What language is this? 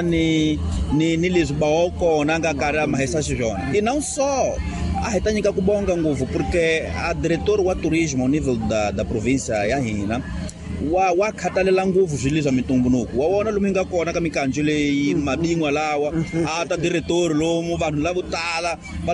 Tsonga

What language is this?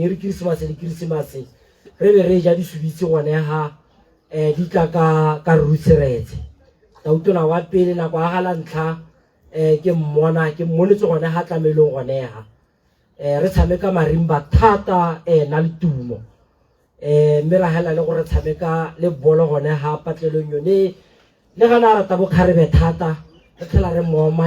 Tswana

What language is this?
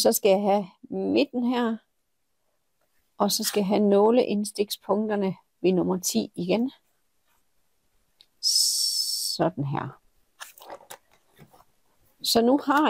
Danish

